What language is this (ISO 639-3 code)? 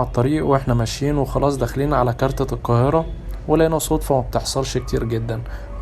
arz